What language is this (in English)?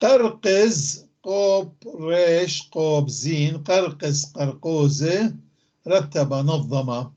North Levantine Arabic